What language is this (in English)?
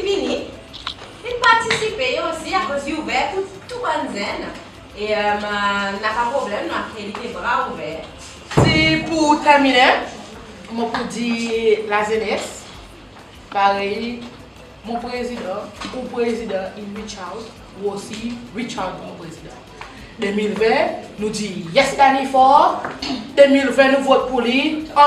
Seselwa Creole French